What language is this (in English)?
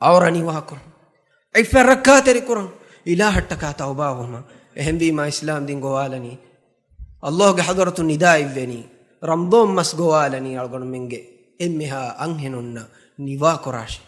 Divehi